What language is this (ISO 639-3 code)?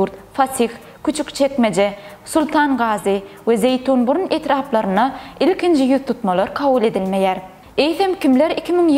tuk